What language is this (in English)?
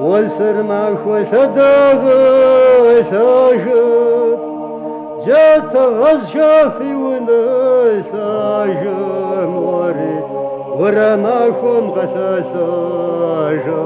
Kabardian